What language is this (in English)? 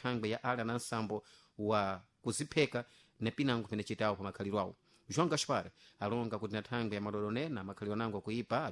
Sena